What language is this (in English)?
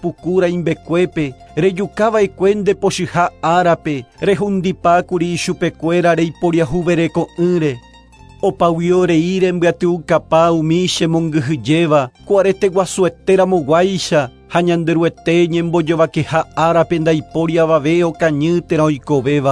Guarani